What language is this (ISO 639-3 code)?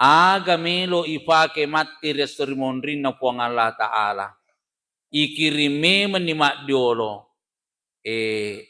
bug